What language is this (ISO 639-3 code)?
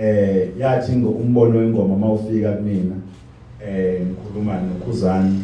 zul